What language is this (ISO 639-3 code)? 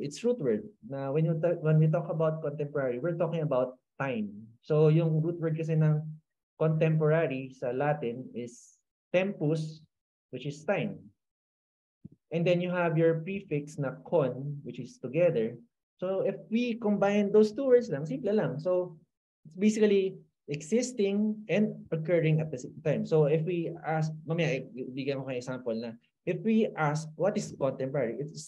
fil